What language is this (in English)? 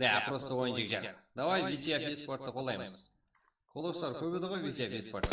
Kara-Kalpak